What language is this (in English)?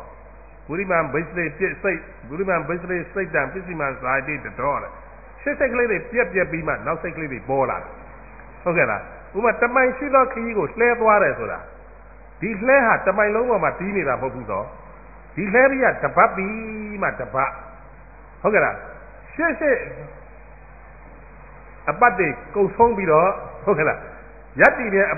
Burmese